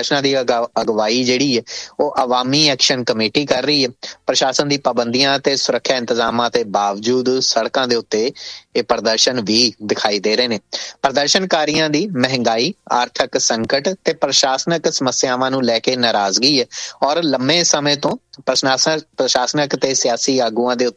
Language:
Punjabi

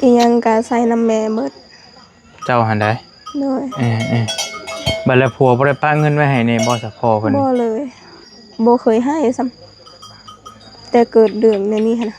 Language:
Northeastern Thai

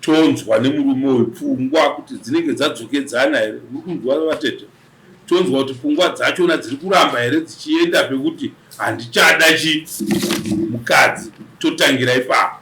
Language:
Shona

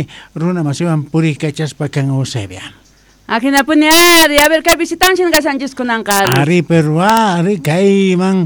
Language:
South Bolivian Quechua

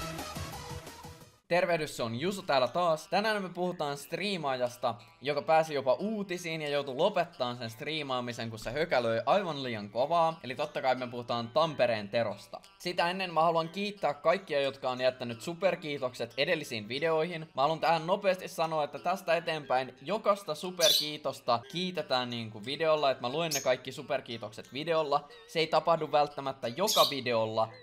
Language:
Finnish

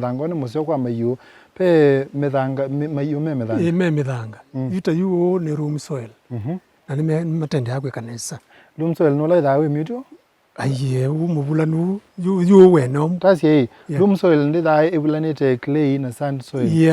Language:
Kamba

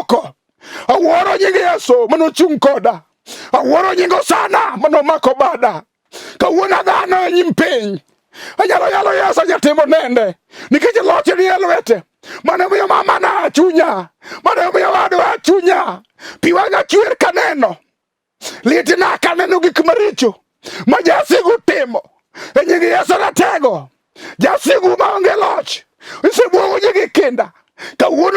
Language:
Luo (Kenya and Tanzania)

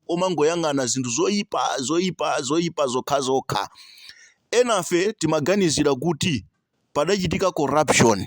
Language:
Nyanja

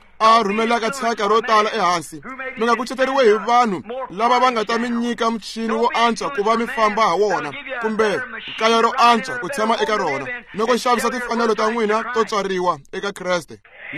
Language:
Tsonga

